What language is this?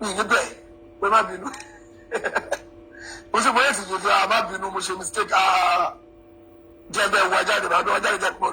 Yoruba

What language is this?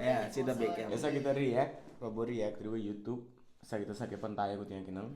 Papiamento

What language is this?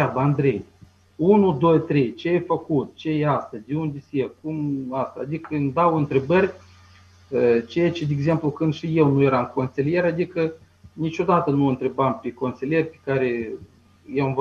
Romanian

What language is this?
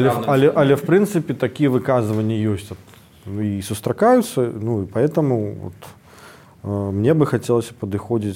Belarusian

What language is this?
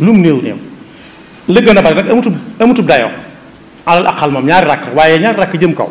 Wolof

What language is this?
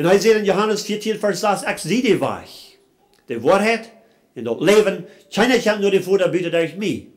Plautdietsch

